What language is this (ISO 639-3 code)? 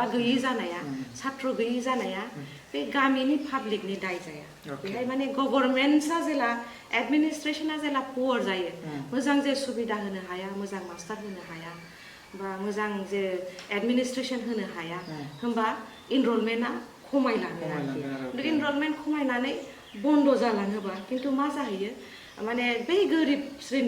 brx